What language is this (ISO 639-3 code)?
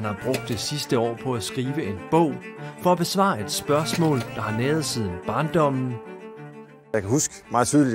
dan